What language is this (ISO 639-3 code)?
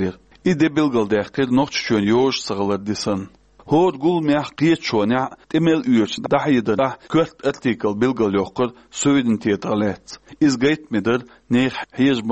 che